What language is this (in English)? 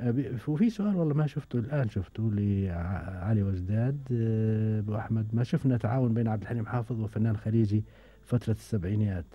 Gulf Arabic